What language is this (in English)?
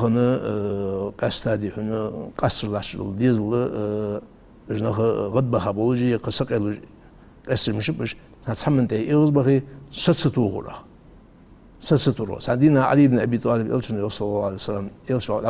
Ingush